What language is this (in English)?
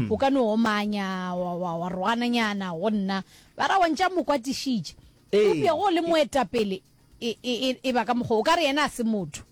Northern Sotho